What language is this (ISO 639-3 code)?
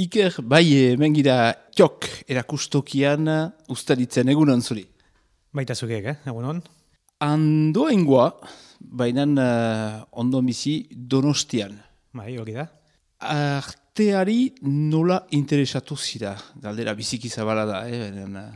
eus